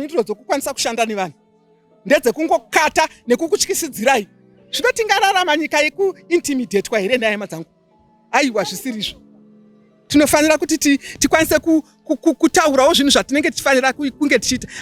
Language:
Shona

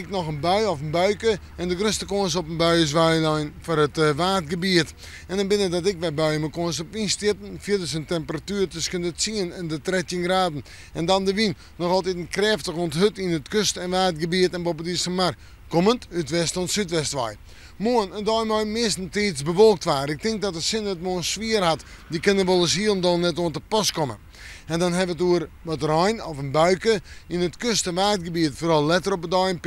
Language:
Western Frisian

